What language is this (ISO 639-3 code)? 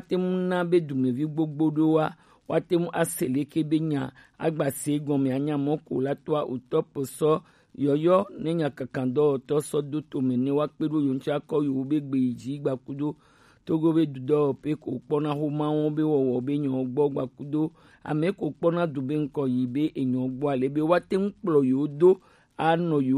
gej